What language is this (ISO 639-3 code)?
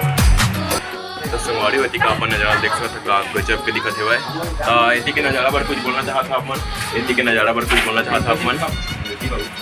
hne